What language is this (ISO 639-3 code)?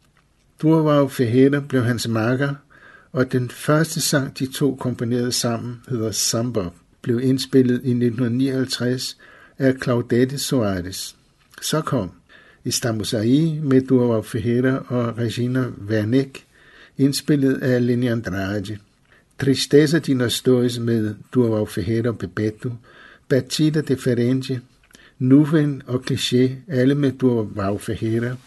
dan